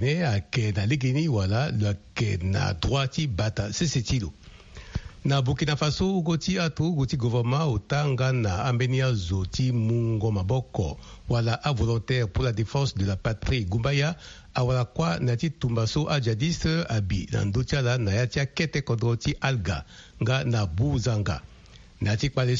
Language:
Sango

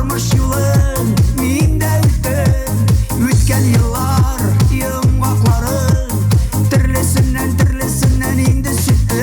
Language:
Tatar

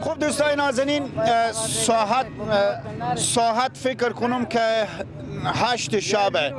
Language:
Persian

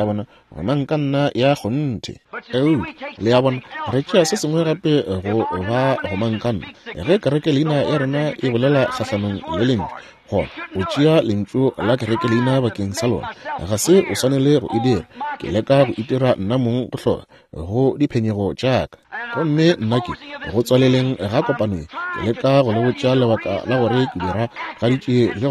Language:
Northern Sotho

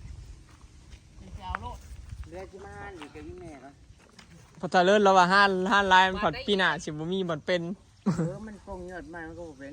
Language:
Northeastern Thai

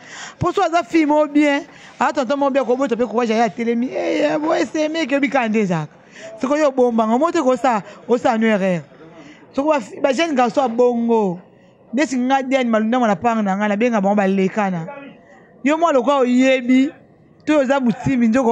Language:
Lingala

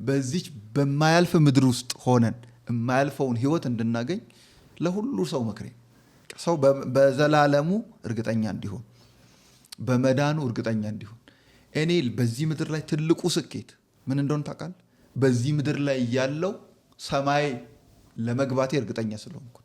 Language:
Amharic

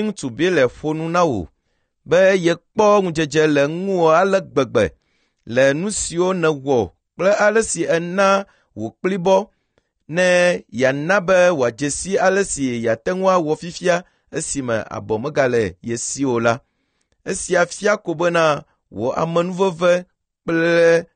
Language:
Ewe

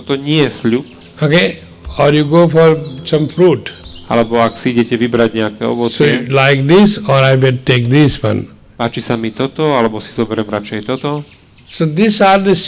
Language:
Slovak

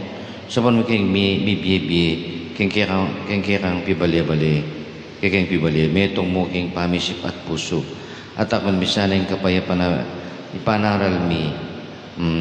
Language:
Pampanga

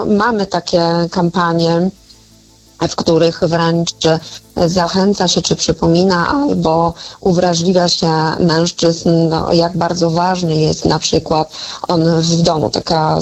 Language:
Polish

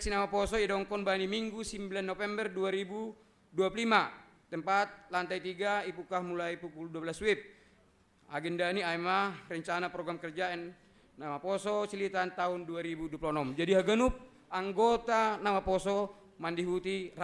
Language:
Batak Simalungun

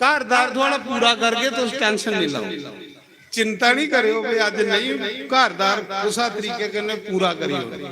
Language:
Dogri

